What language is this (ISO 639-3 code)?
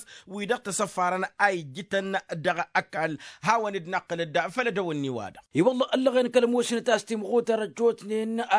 taq